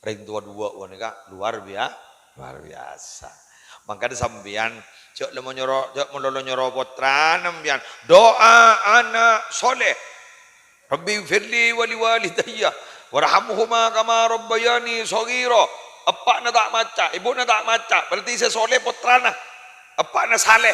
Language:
Madurese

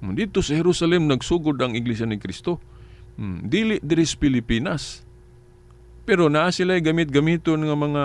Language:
Cebuano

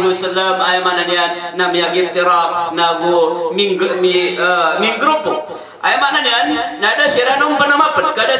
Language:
Maranao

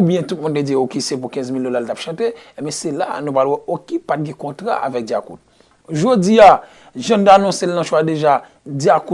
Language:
Haitian Creole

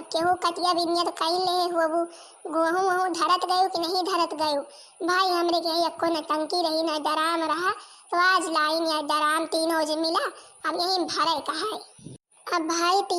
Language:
Awadhi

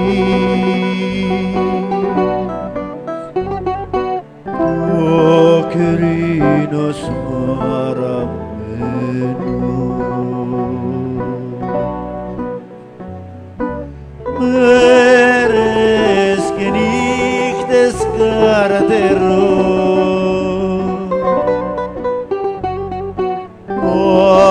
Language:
Greek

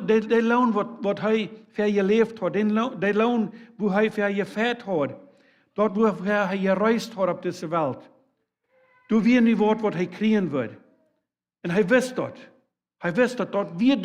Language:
Plautdietsch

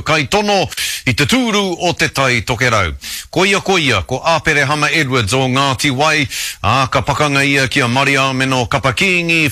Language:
Māori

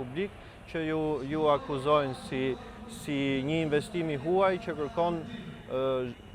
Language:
Albanian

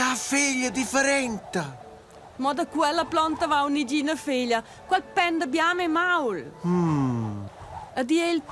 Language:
Romansh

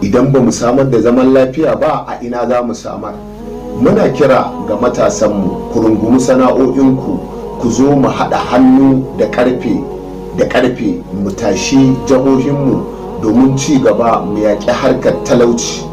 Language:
Hausa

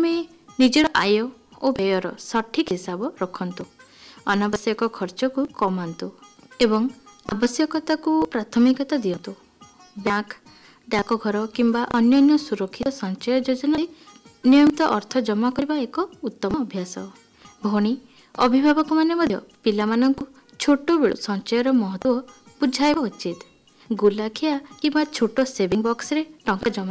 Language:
Odia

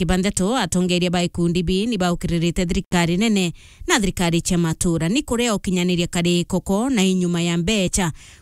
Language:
Meru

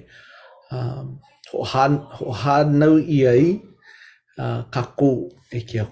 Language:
Hawaiian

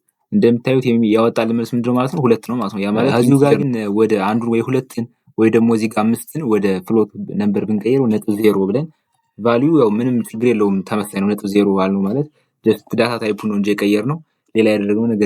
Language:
Amharic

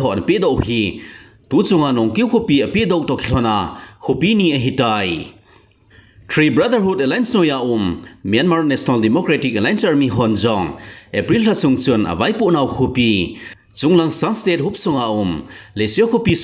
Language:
Thado Chin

